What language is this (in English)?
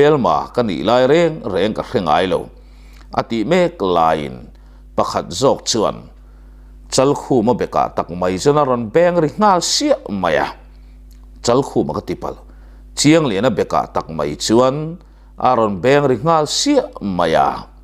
Mizo